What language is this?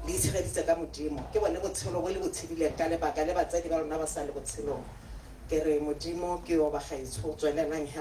Tswana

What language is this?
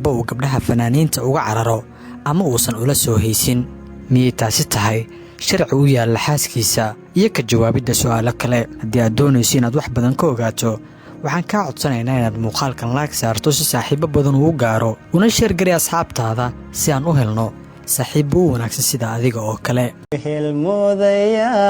Somali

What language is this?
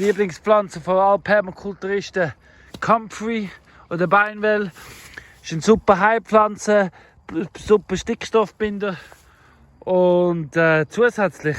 Swiss German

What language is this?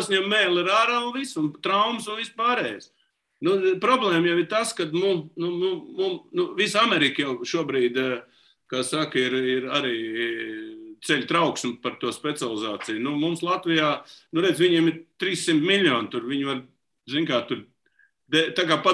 Latvian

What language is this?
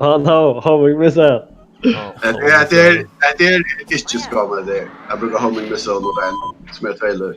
Faroese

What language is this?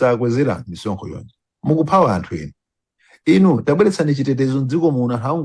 Nyanja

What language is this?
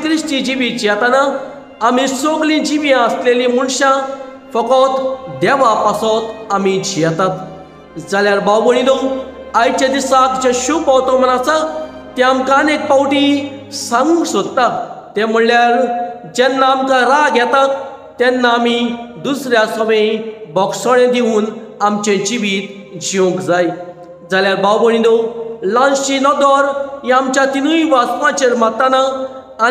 Konkani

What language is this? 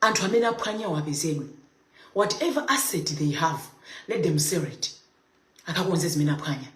Nyanja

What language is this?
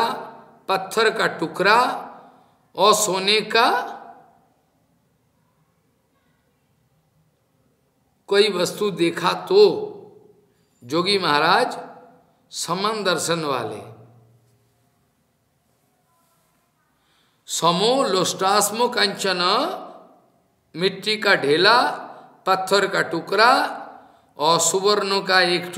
Hindi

